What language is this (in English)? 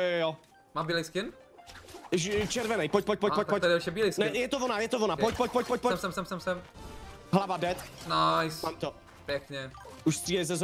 Czech